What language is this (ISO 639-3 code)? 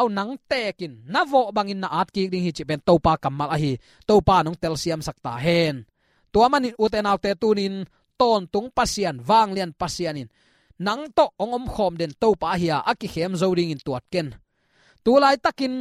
ctd